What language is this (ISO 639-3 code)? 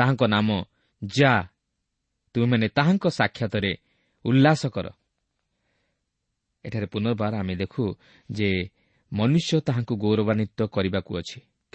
ori